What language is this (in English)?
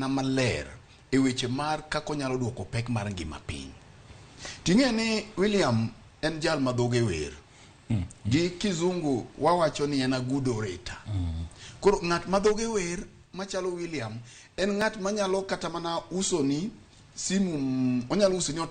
Luo (Kenya and Tanzania)